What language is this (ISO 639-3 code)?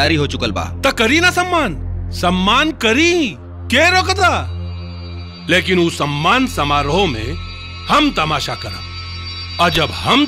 bho